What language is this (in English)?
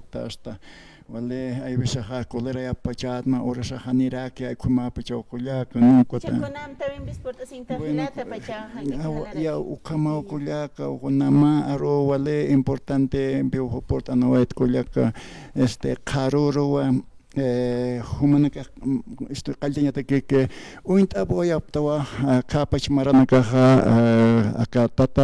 Aymara